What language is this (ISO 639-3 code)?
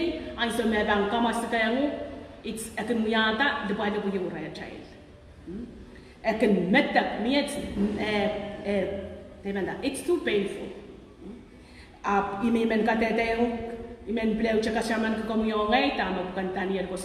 pon